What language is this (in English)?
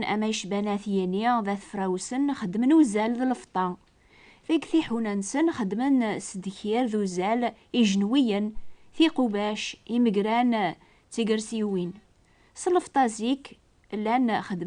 Kabyle